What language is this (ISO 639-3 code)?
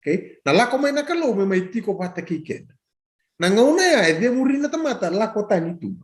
fij